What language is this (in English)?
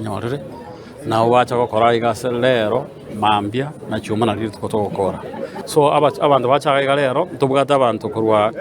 Gusii